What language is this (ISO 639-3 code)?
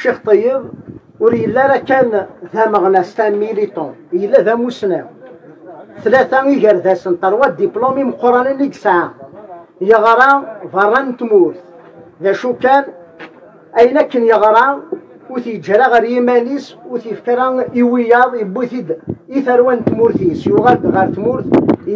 kab